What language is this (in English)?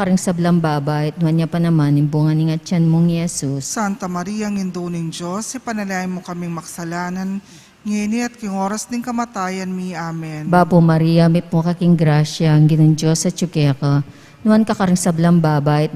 Pampanga